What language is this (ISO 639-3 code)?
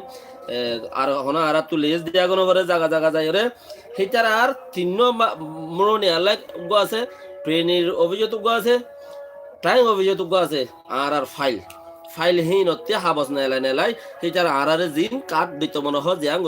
rhg